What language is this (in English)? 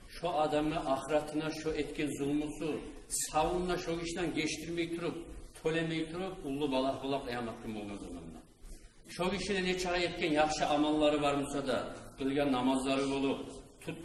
Kumyk